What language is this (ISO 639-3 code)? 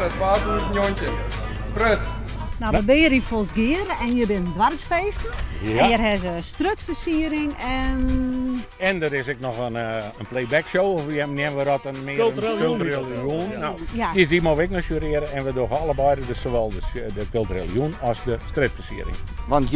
fry